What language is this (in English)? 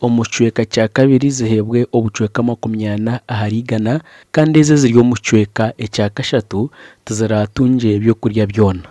Nyankole